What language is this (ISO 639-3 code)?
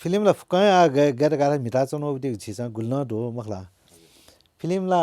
new